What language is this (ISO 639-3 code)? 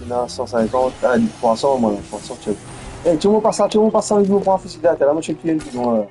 mfe